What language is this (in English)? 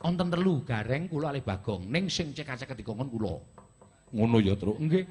Javanese